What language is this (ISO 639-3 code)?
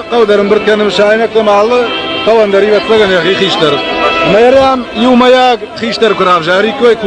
oss